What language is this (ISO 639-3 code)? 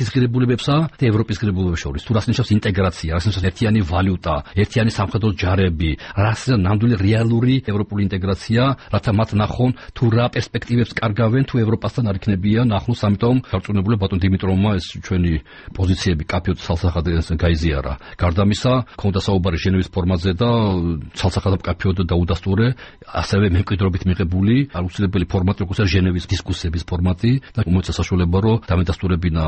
kat